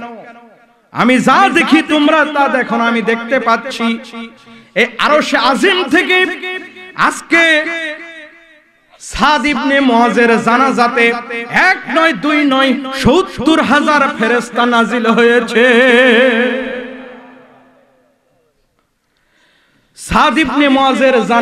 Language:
Bangla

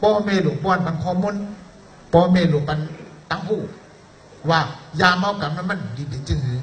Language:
Shan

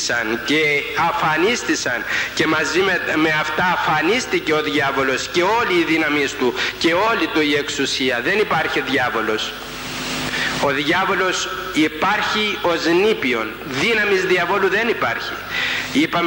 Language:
Greek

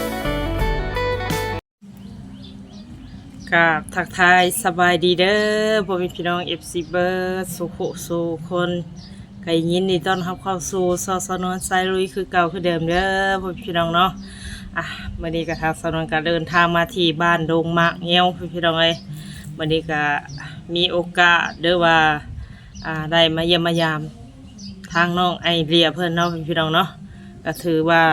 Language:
Northeastern Thai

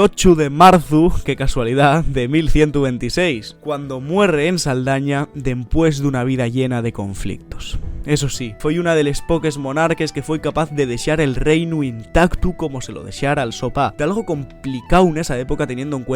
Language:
Asturian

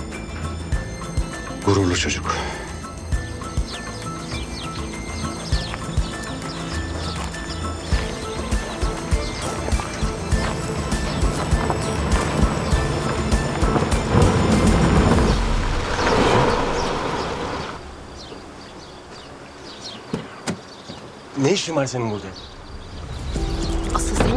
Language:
Turkish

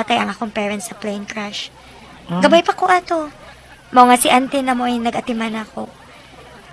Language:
Cebuano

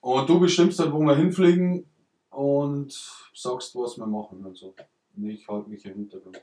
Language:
Bavarian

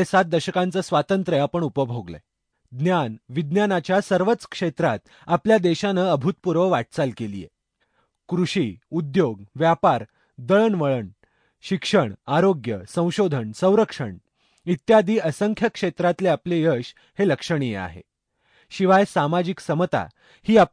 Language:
Marathi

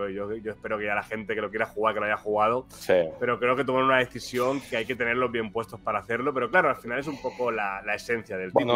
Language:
Spanish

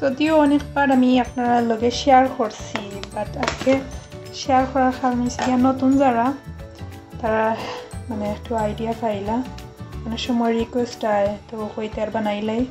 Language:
Sylheti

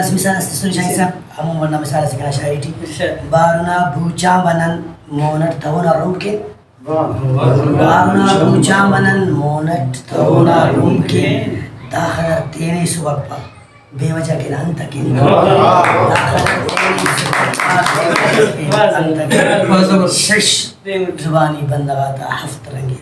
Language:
Brahui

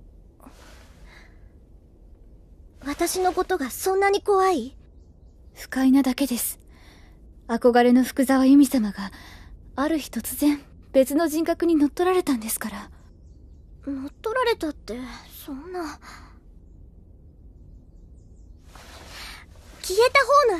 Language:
Japanese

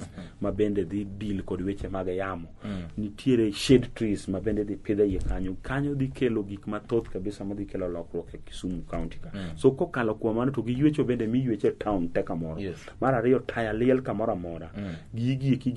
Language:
Luo (Kenya and Tanzania)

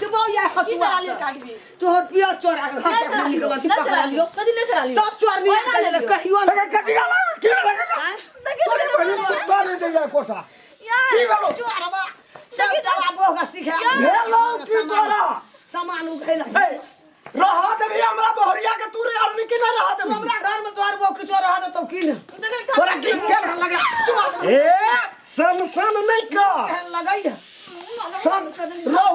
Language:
Maithili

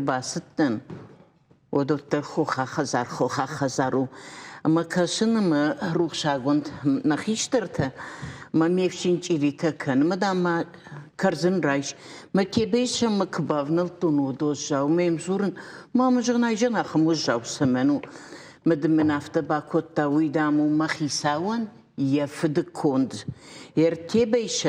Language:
Ossetic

